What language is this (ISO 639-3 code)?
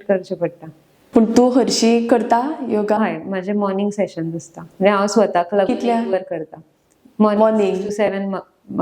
kok